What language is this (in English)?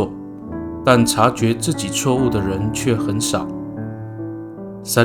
Amis